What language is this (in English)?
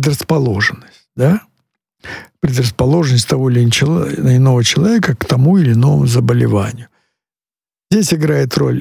Russian